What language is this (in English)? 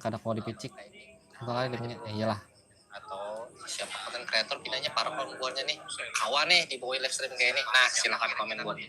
Banjar